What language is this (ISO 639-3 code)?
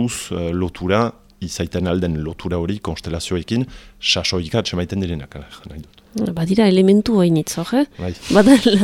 eus